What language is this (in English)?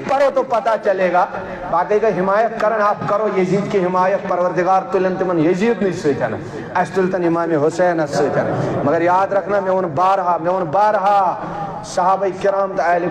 Kashmiri